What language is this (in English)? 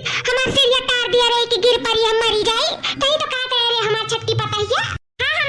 Awadhi